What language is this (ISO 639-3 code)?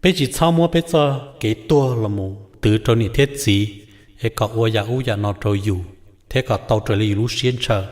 hmn